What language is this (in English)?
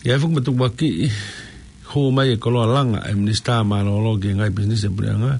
Tongan